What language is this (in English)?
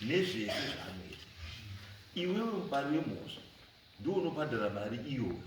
Shona